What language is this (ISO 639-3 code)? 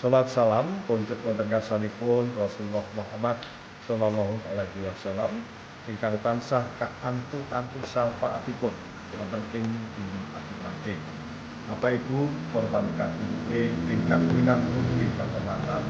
jav